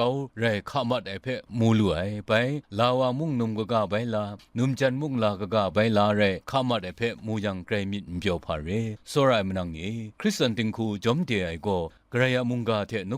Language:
Kachin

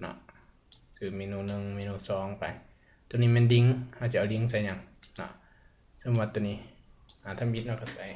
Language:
Lao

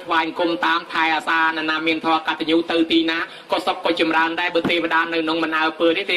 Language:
Khmer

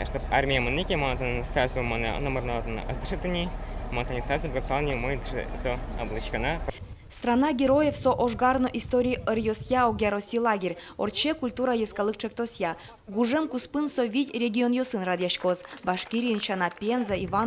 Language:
Udmurt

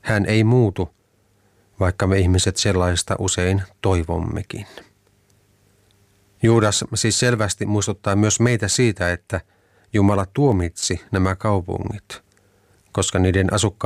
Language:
Finnish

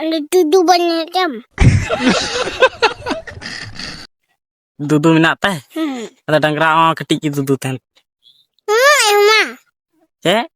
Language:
Santali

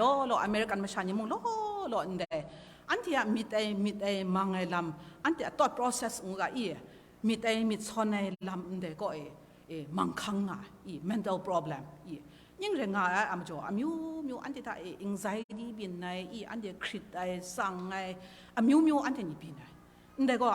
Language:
Kachin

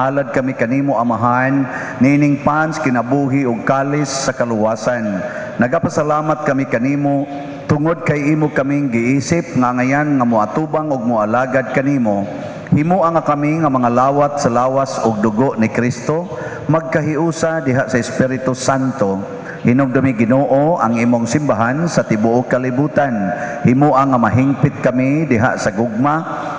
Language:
Cebuano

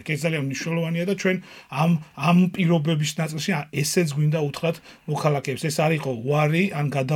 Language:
Georgian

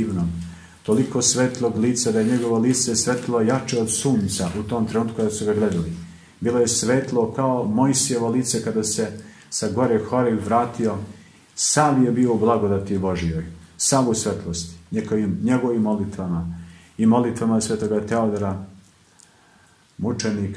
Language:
Serbian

